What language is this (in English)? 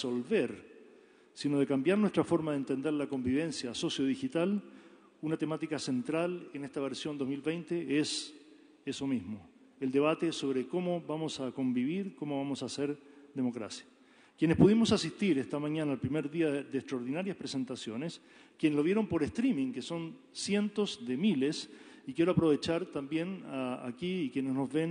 Spanish